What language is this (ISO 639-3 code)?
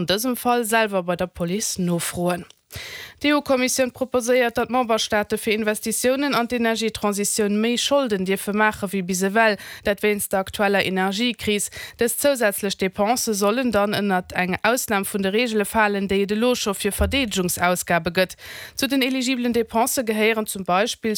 ltz